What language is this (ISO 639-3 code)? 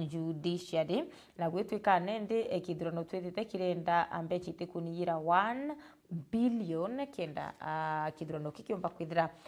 mer